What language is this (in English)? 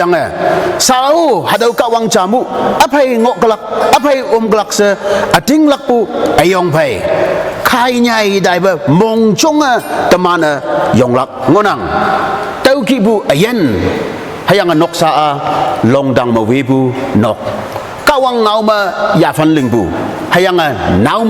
Konyak Naga